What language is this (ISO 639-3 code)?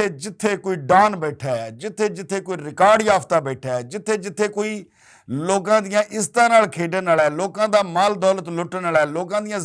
lah